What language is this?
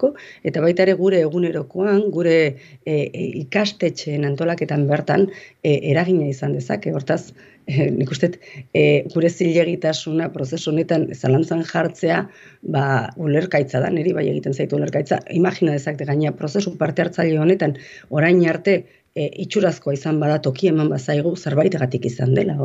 Basque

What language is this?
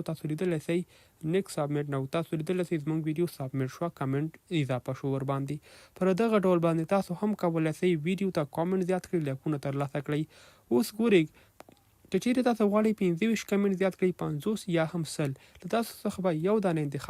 Pashto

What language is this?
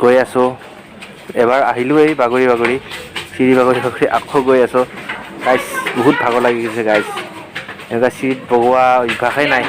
Assamese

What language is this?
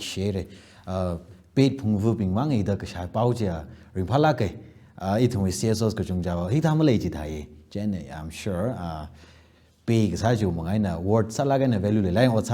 Tangkhul Naga (India)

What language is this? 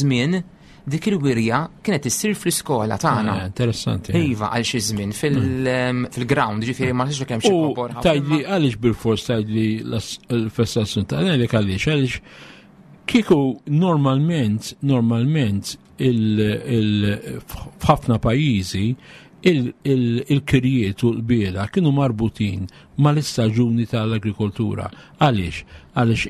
Maltese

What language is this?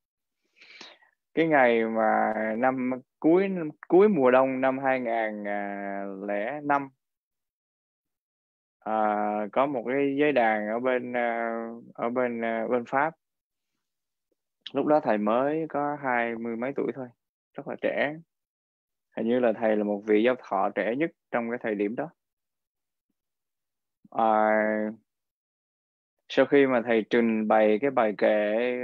Vietnamese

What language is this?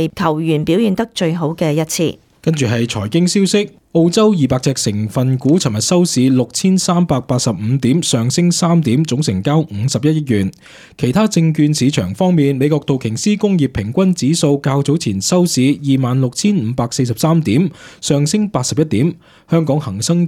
Cantonese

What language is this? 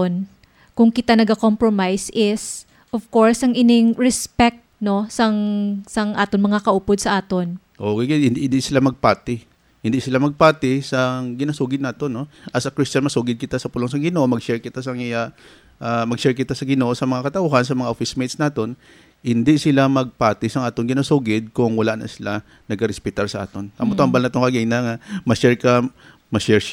Hiligaynon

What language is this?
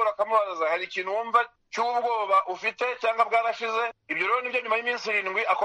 Kinyarwanda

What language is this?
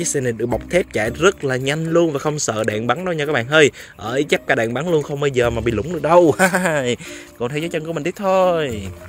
Vietnamese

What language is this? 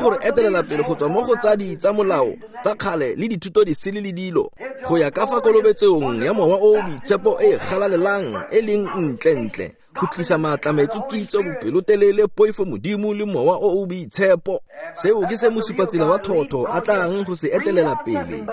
Tswana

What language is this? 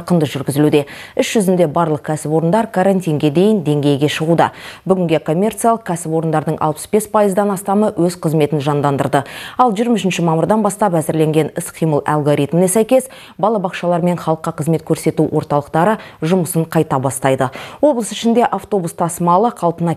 Kazakh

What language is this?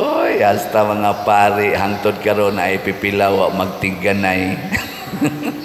Cebuano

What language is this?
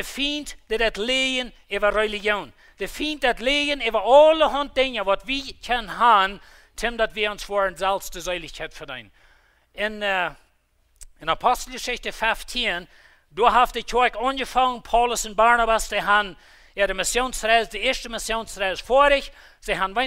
Plautdietsch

